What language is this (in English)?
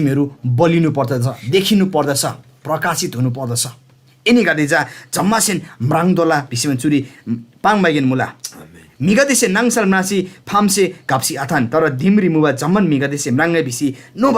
Eastern Tamang